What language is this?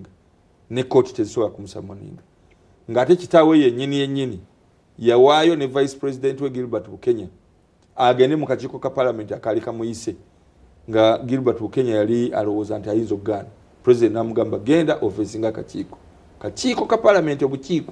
Ganda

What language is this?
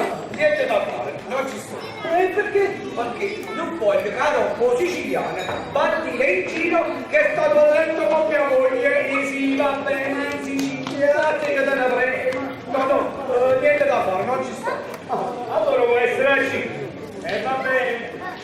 Neapolitan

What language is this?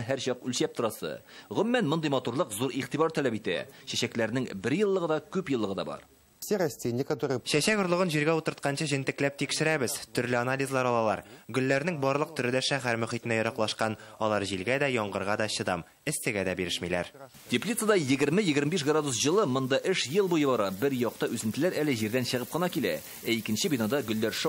Tatar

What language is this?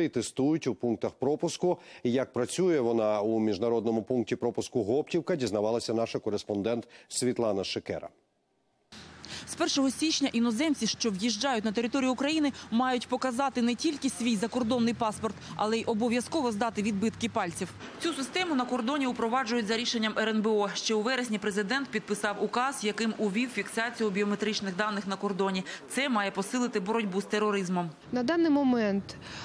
Ukrainian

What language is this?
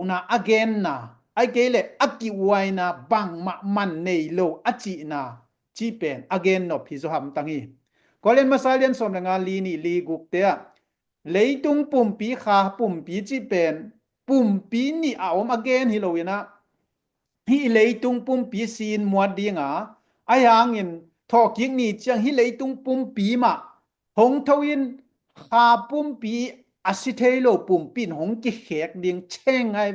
Tedim Chin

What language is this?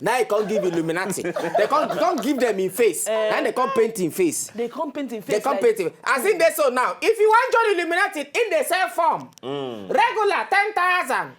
Nigerian Pidgin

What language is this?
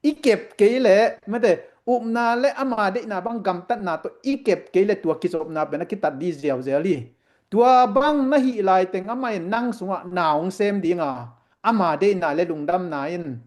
Tedim Chin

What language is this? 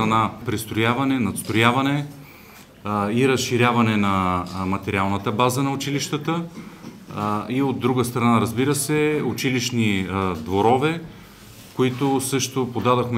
Bulgarian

